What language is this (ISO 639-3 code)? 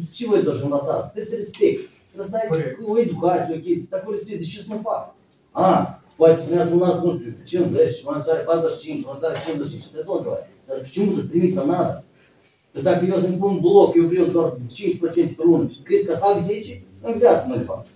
ron